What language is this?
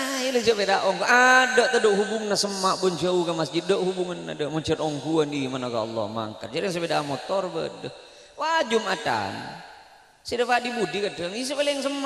Madurese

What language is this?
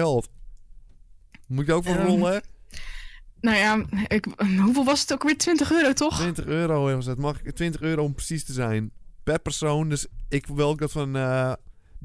Dutch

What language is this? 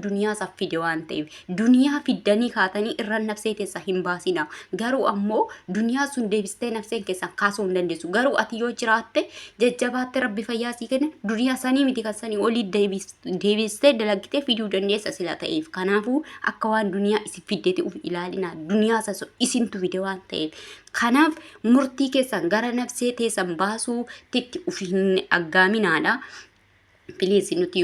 Oromo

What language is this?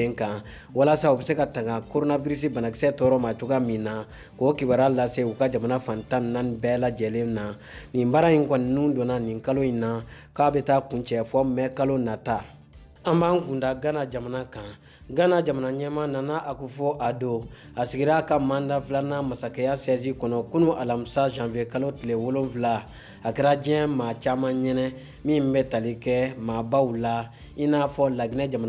Bambara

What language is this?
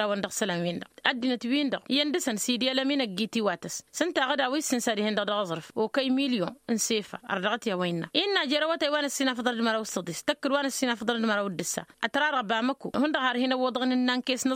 Tamasheq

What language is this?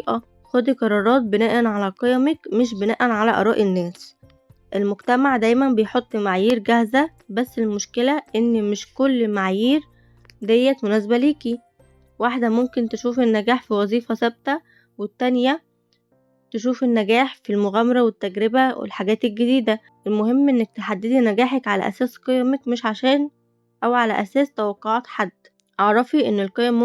Egyptian Arabic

